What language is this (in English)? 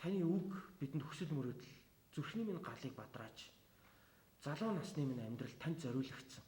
Mongolian